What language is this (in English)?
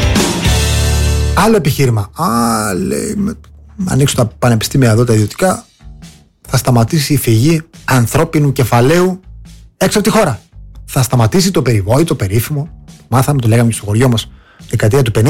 Greek